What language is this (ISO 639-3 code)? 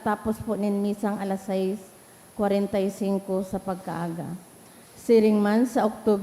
bik